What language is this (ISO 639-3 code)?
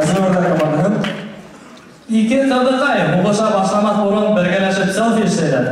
bak